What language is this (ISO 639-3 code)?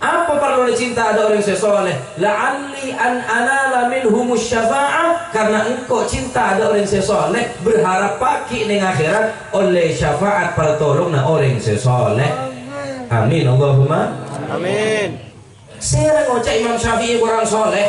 mad